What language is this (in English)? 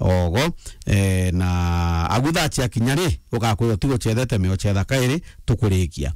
Meru